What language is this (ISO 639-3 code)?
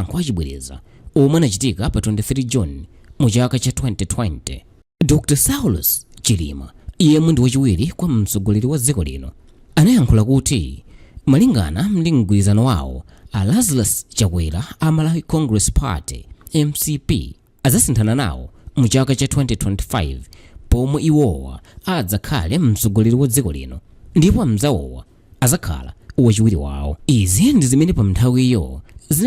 nya